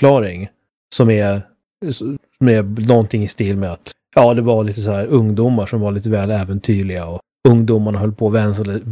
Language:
Swedish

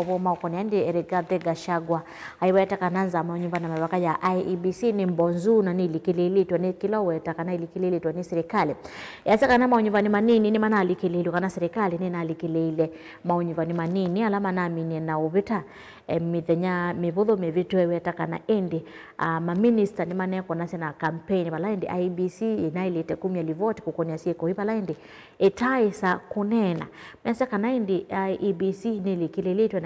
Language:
Kamba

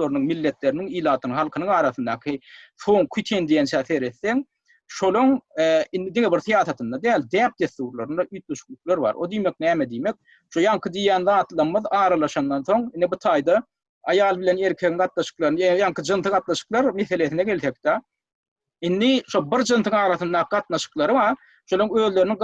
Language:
Turkmen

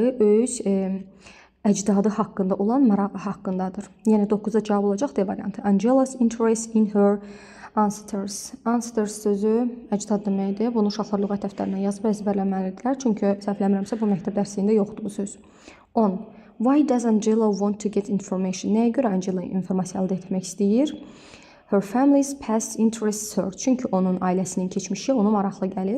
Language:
Azerbaijani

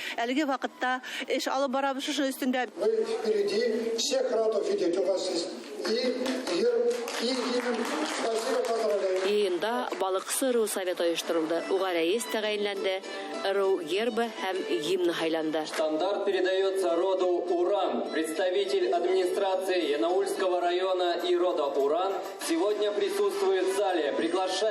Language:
Bashkir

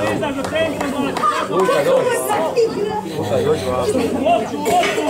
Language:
Croatian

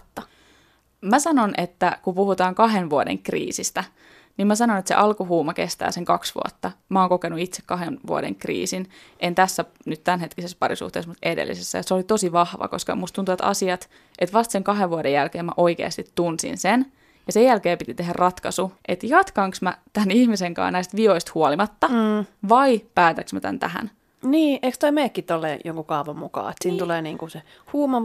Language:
Finnish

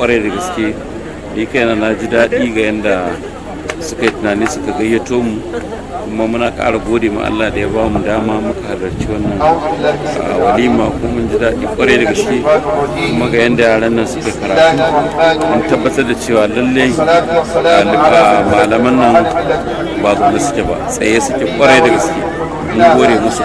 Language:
Hausa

